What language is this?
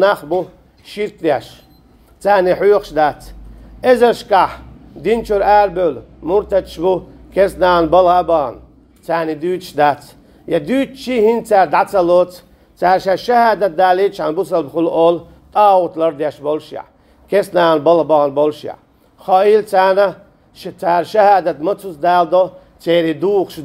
Chechen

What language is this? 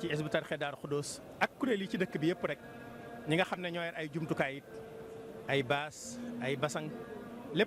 Wolof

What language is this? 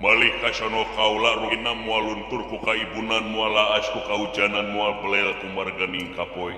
Sundanese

